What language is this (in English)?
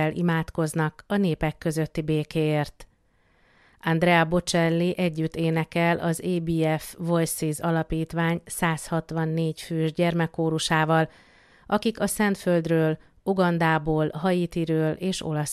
Hungarian